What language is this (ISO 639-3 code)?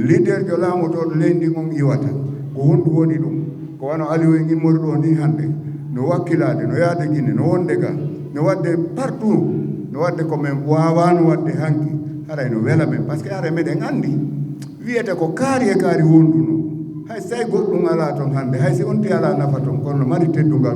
ful